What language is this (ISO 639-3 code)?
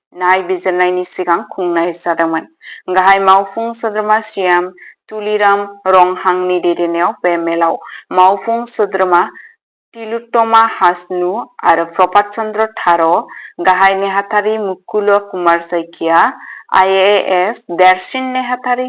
brx